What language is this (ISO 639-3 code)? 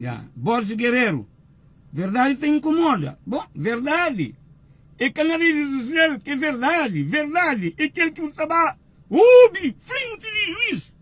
kea